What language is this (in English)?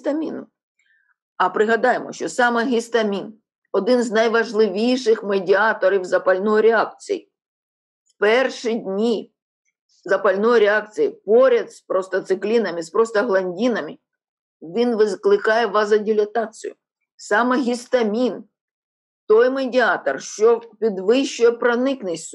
Ukrainian